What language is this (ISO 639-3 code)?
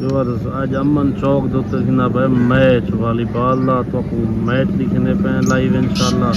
skr